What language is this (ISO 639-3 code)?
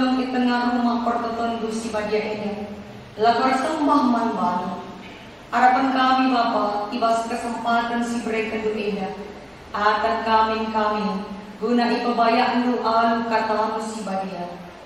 btx